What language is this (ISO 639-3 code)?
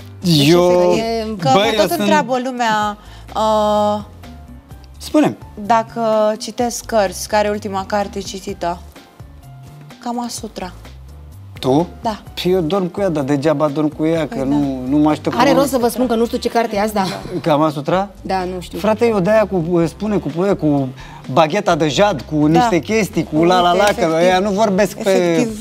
ron